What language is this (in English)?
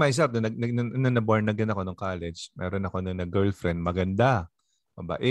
Filipino